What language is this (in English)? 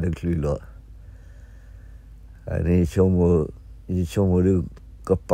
S'gaw Karen